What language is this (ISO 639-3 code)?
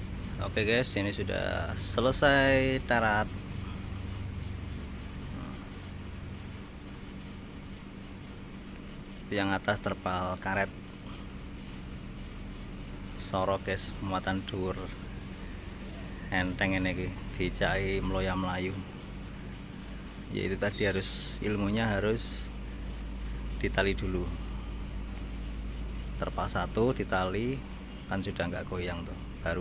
ind